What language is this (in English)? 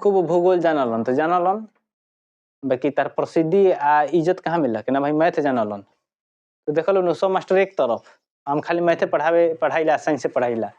Bhojpuri